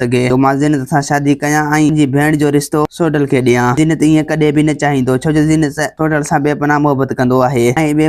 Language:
Sindhi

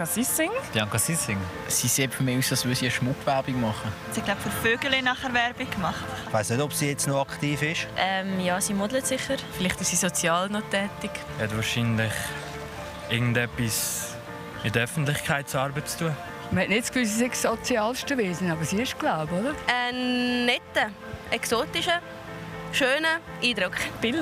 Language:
Swiss German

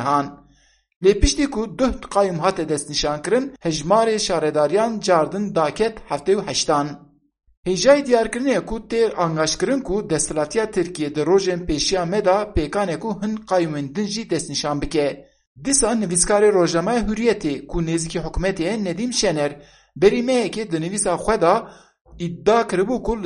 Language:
Kurdish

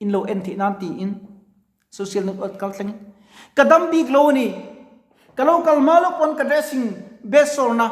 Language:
Mizo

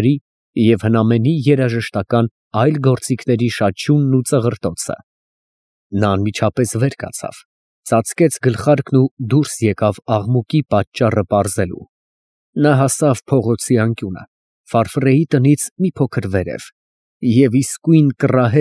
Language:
Armenian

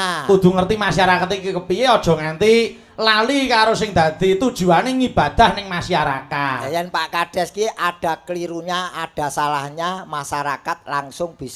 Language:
Javanese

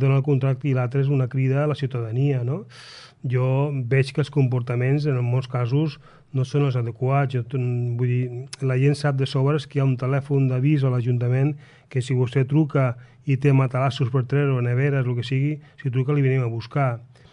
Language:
Catalan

